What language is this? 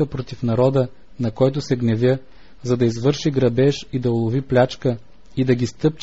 Bulgarian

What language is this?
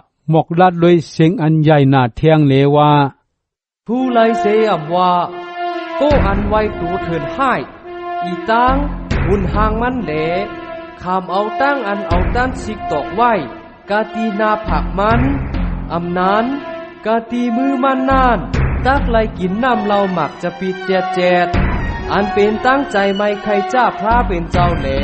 Shan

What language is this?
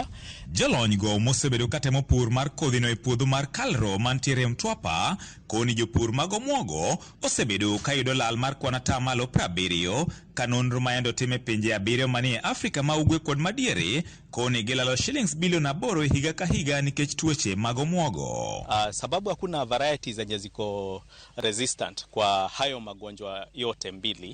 Luo (Kenya and Tanzania)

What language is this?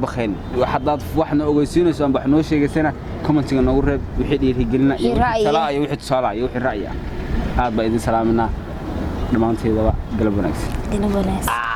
Somali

